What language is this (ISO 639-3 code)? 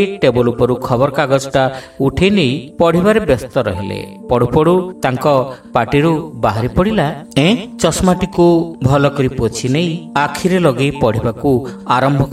ori